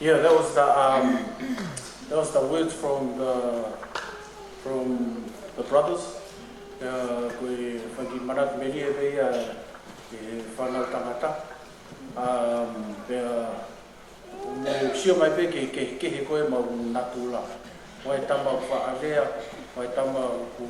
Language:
Tongan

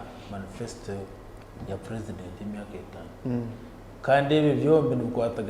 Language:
Nyankole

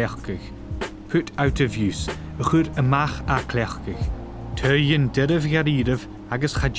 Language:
Scottish Gaelic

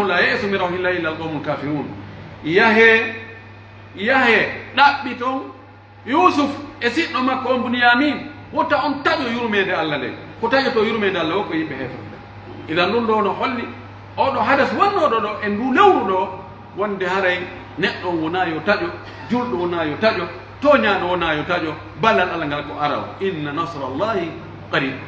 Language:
Pular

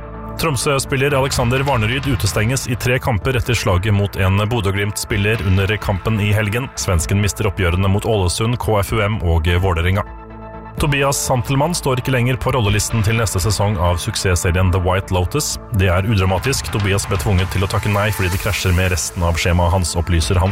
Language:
Norwegian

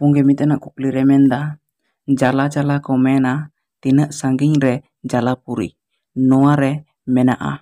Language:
Santali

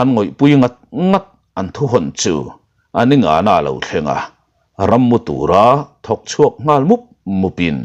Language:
Mizo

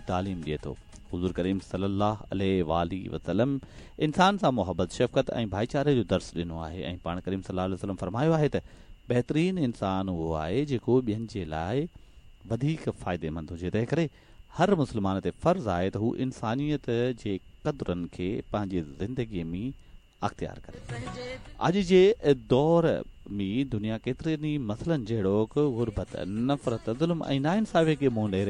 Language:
Sindhi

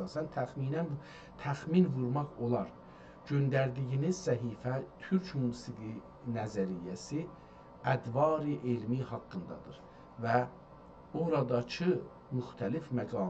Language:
South Azerbaijani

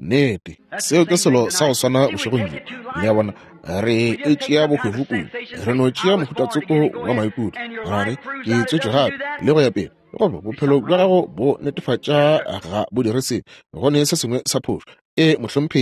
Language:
Northern Sotho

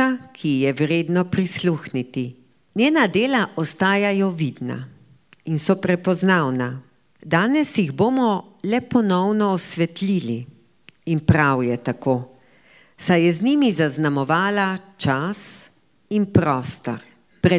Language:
Slovenian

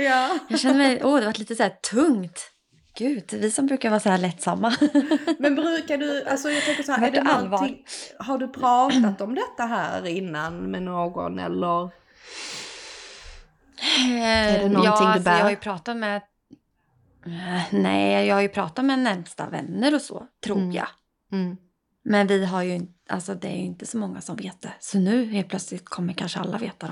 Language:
Swedish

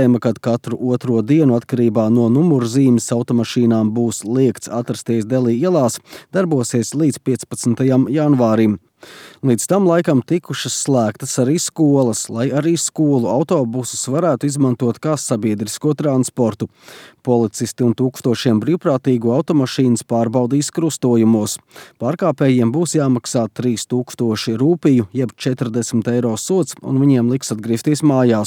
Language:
Latvian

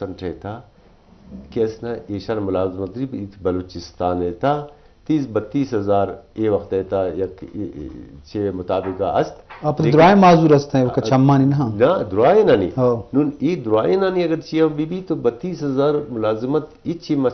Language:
Eastern Balochi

